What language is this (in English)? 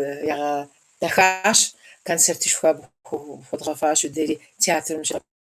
Kabardian